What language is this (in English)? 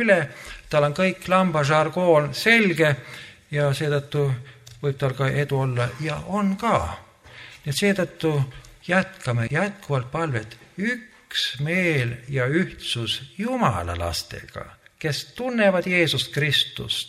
Estonian